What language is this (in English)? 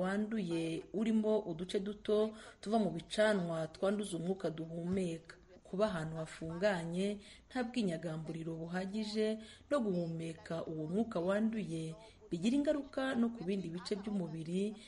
Kinyarwanda